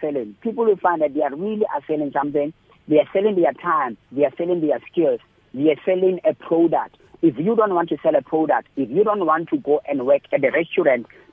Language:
English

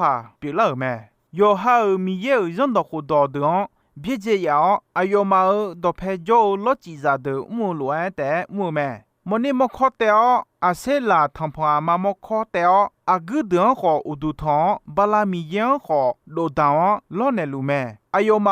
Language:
Akha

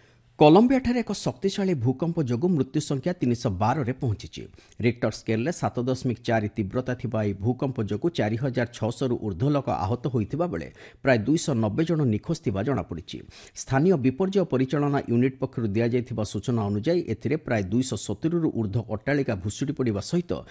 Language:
Odia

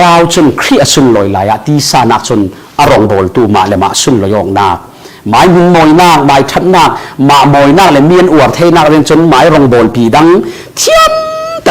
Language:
Falam Chin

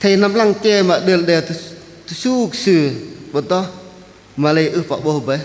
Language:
Bahnar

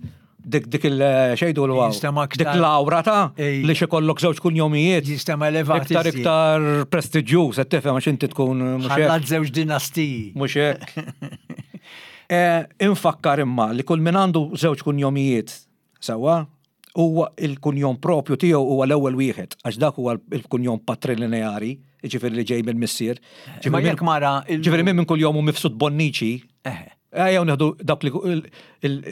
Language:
Maltese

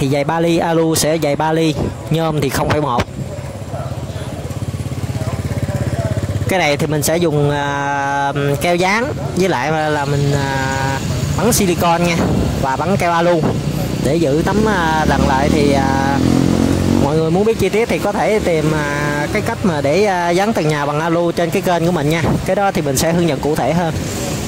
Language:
Vietnamese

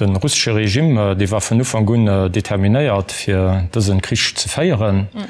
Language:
Luxembourgish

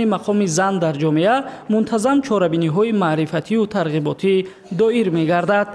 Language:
Tajik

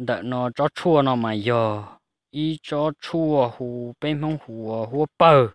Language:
Hmong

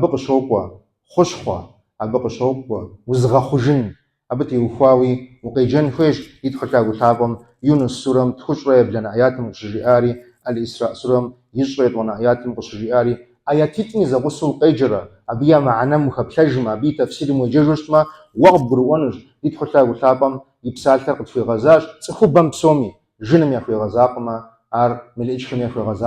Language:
Kabardian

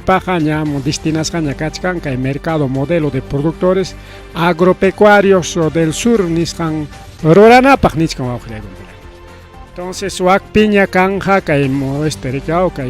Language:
Ayacucho Quechua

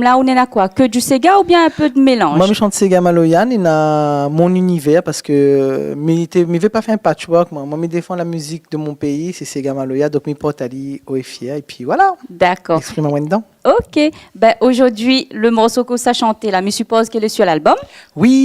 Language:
Réunion Creole French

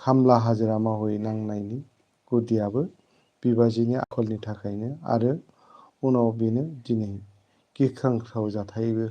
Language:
Bodo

